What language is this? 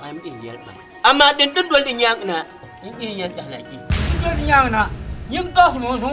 Dagbani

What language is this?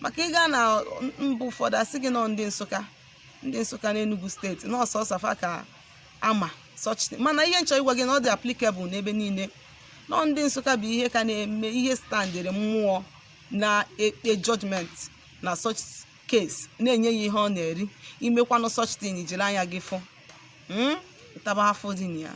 Igbo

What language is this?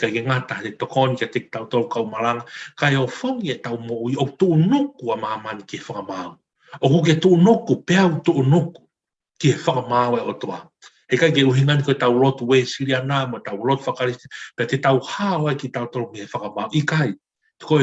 Tongan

